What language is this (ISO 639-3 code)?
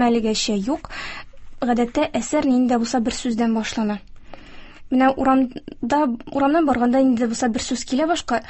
tat